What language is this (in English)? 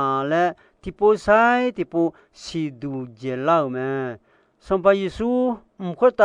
Akha